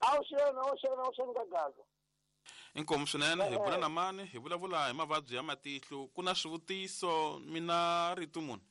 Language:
Tsonga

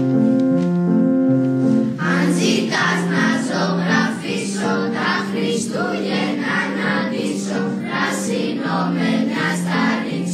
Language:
Greek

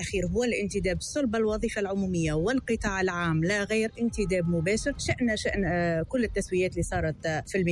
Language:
Tunisian Arabic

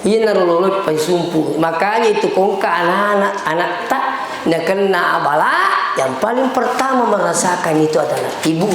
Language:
Buginese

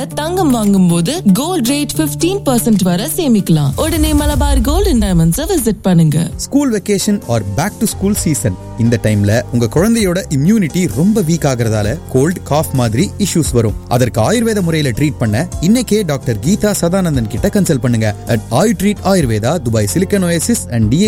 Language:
Tamil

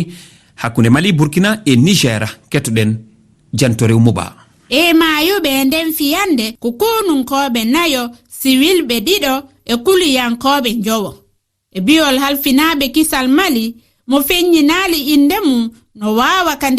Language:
Fula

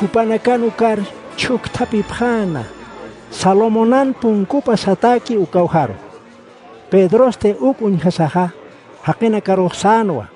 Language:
Aymara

